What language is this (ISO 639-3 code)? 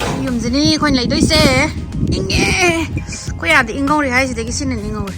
mni